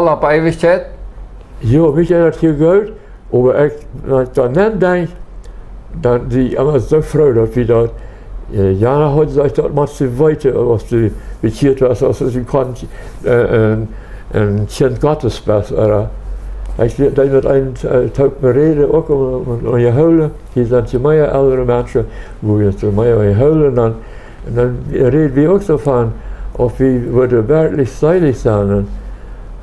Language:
Plautdietsch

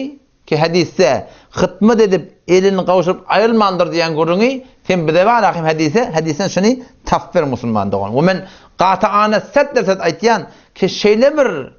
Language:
Turkmen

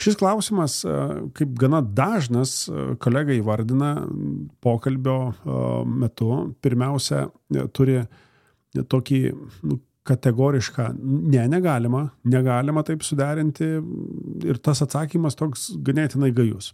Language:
Lithuanian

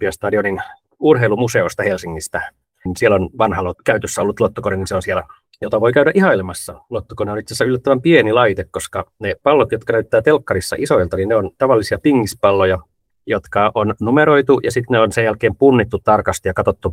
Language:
Finnish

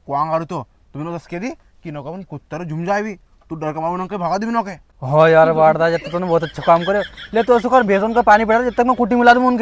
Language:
Rajasthani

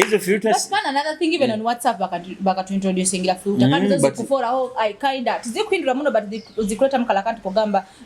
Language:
Nyoro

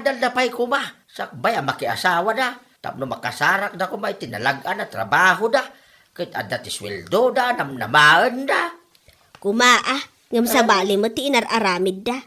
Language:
Iloko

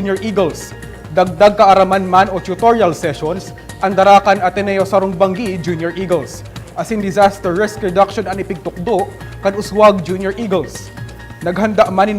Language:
Bikol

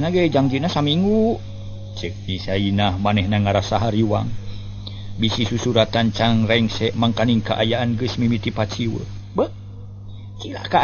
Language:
Sundanese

